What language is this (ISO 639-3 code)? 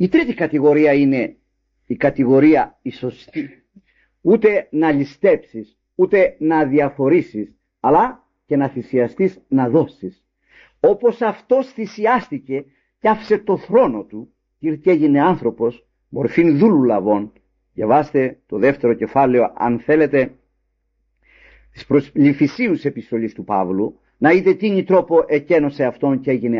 ell